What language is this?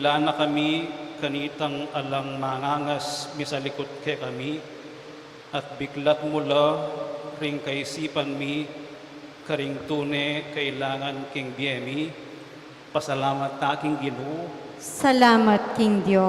Pampanga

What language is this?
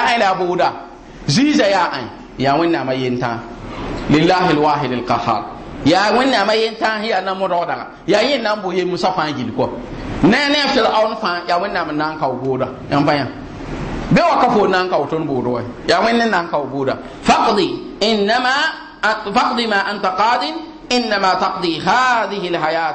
Mossi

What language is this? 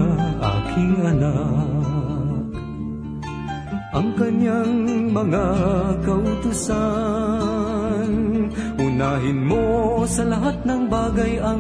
Filipino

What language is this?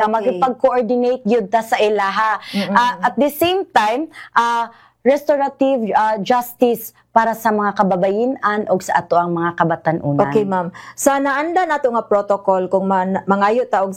Cebuano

